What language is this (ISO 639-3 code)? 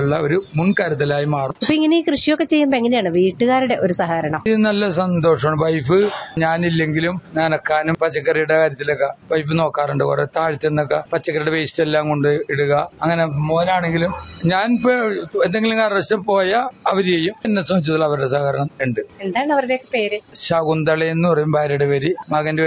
mal